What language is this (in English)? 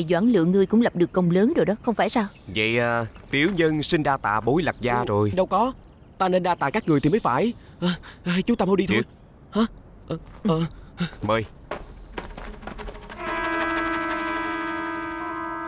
Vietnamese